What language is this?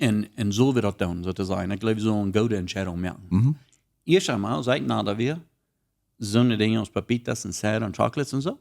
Plautdietsch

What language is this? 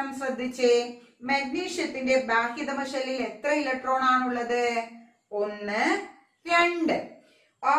Malayalam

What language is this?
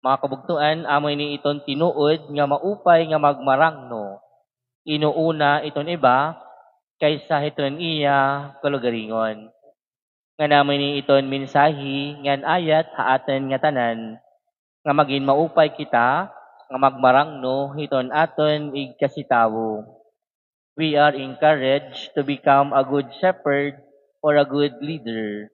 Waray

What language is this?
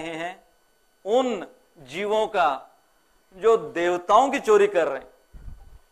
Hindi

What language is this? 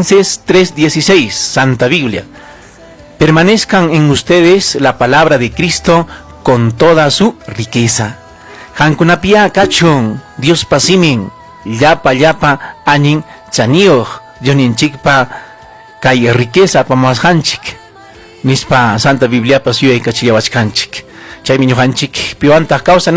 Ayacucho Quechua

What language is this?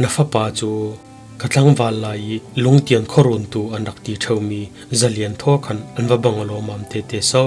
Falam Chin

